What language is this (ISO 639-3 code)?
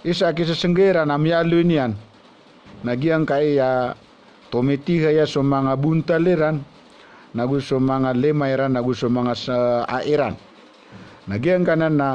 mrw